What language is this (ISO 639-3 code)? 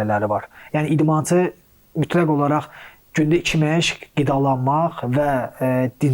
aze